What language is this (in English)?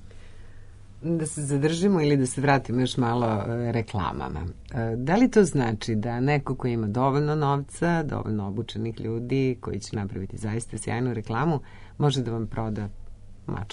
Serbian